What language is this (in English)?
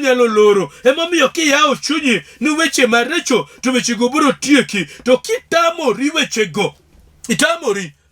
Luo (Kenya and Tanzania)